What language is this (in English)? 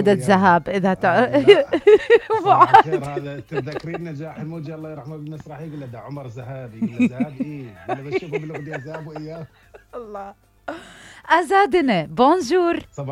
Mesopotamian Arabic